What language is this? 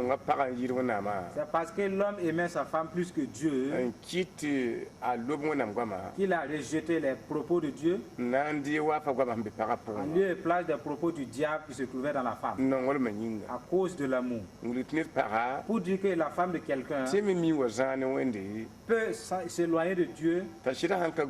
Mossi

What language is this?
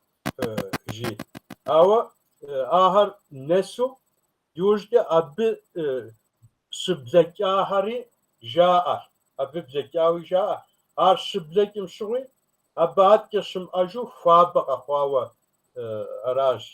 Kabardian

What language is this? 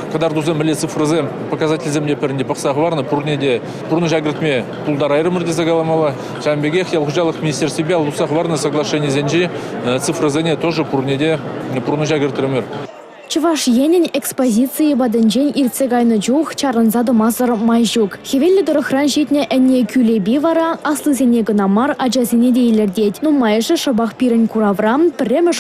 Chuvash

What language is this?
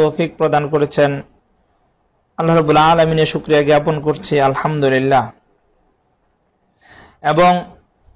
Bangla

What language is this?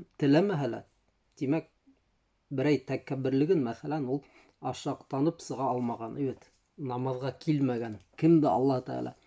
Bashkir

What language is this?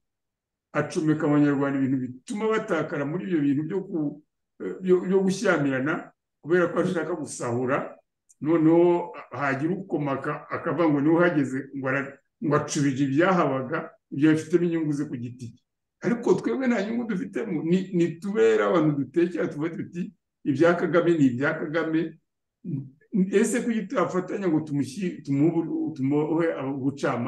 Kinyarwanda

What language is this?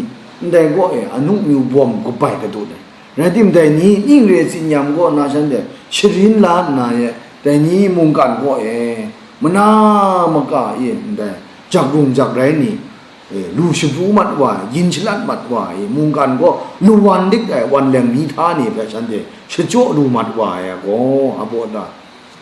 Kachin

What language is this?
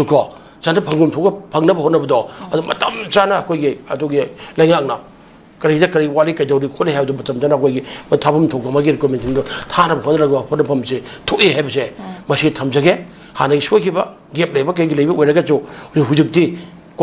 Manipuri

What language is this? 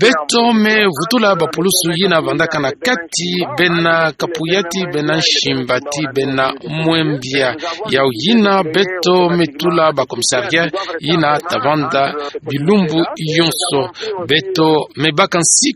Kituba (Democratic Republic of Congo)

